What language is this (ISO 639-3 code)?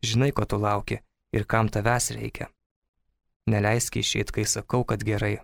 lit